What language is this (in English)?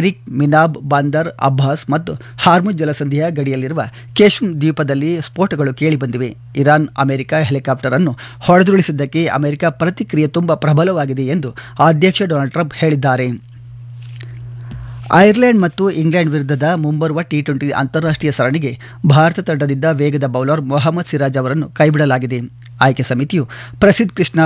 Kannada